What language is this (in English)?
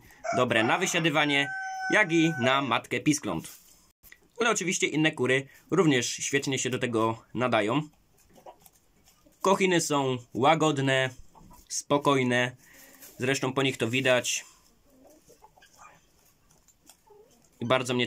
Polish